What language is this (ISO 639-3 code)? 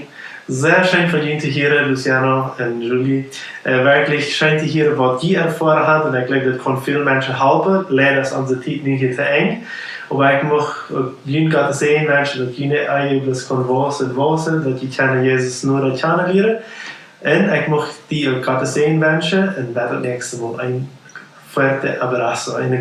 pdt